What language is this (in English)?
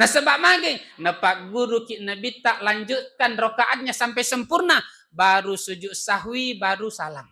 Buginese